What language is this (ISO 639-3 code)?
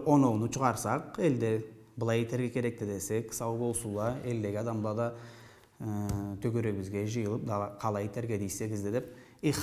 krc